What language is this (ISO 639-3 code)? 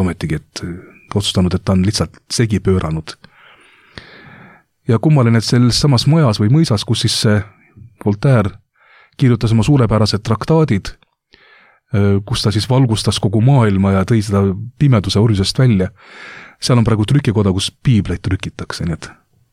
est